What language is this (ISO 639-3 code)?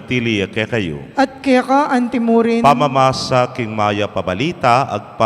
pam